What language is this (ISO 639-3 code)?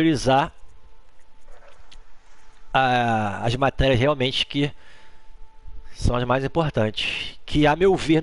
por